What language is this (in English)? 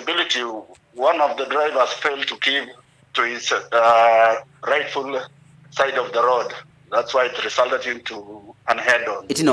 Kamba